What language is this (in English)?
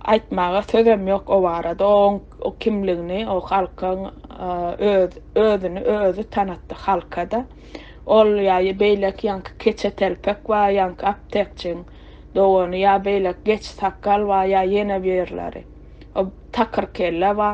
Turkmen